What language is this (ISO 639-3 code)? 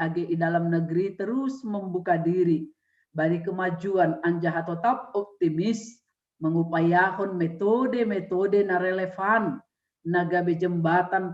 bts